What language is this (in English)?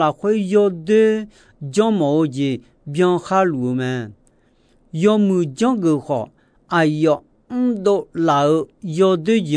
Akha